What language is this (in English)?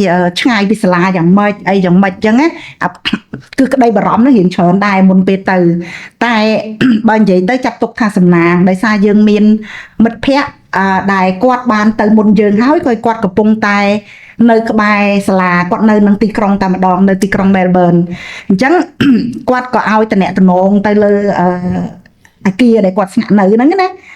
Khmer